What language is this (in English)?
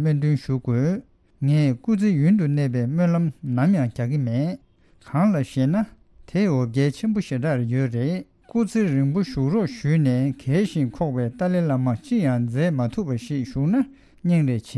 Tibetan